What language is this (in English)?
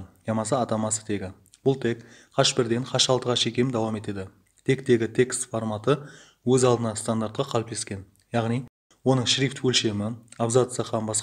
Kara-Kalpak